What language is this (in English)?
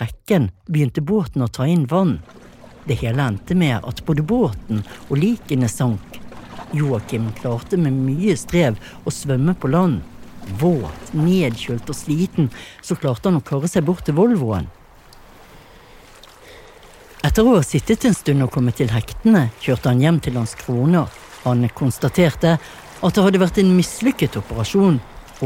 Norwegian